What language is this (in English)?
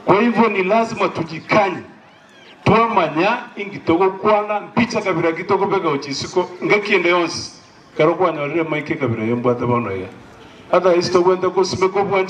Gusii